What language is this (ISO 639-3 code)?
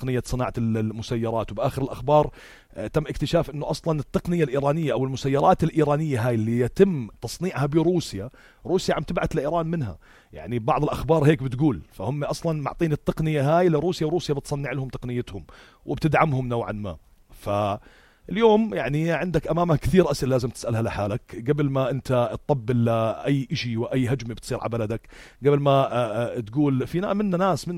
apc